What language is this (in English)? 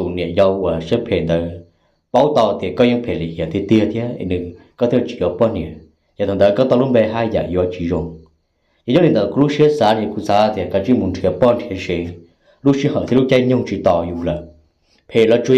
Hmong